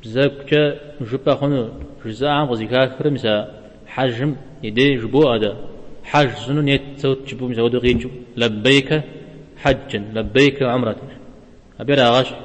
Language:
Kabardian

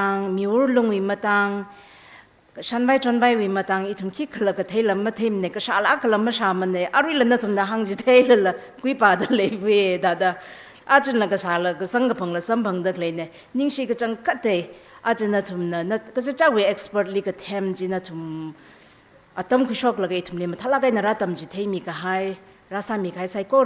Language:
Tangkhul Naga (India)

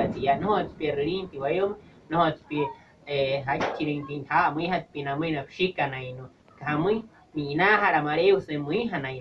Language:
Wayuu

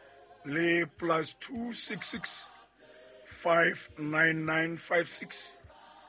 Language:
Southern Sotho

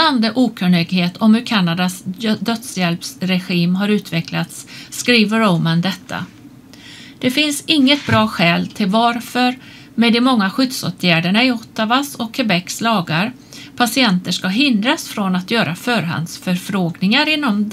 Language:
Swedish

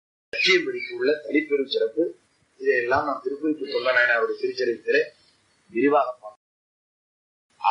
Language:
Tamil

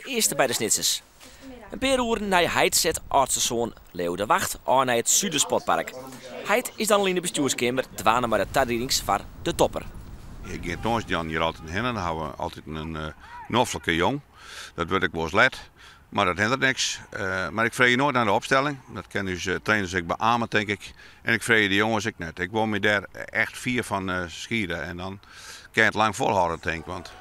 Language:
Western Frisian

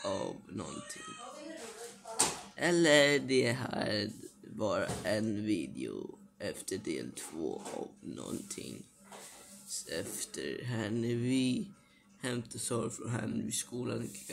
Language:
Swedish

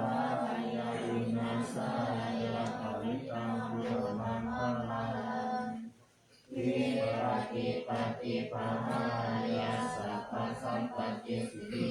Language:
Pali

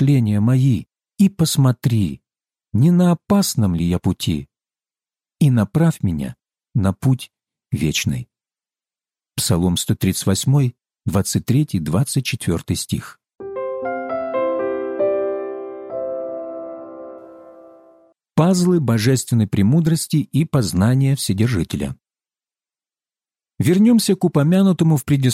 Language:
Russian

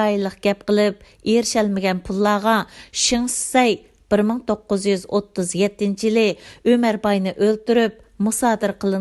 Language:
Uyghur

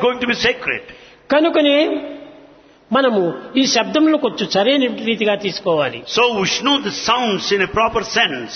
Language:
Telugu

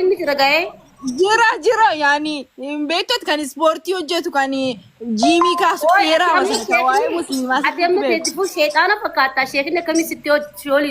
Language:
Oromo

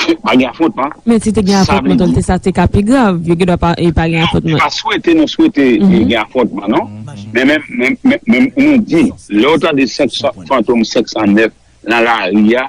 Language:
Haitian Creole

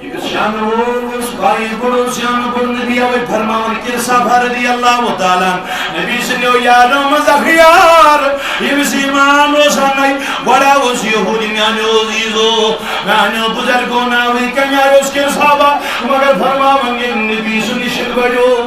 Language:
Kashmiri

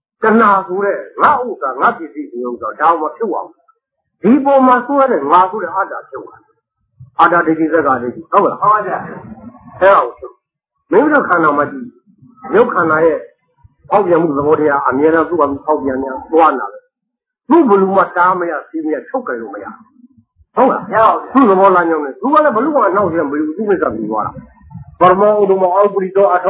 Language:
Burmese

